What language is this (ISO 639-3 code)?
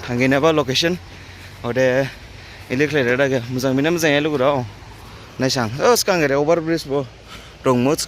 dis